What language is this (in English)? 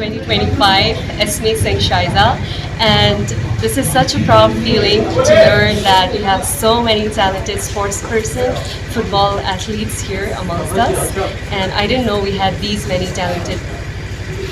Tangkhul Naga (India)